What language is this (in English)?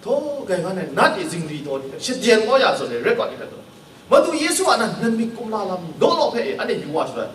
Kachin